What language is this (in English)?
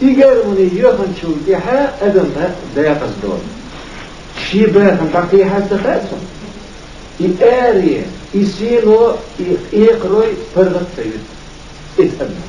Chechen